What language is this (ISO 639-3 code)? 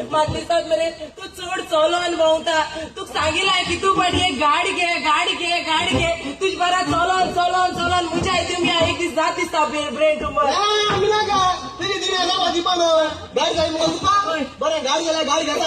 kok